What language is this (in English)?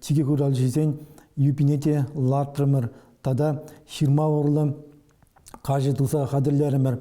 Chuvash